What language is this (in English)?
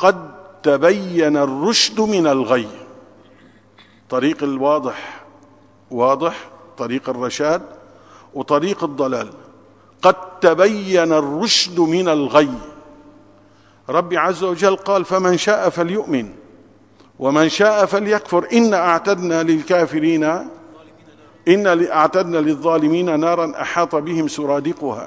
Arabic